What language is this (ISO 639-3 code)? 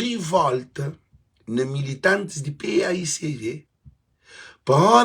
kea